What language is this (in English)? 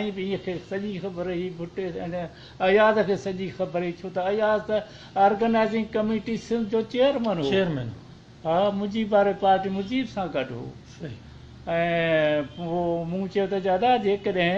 Sindhi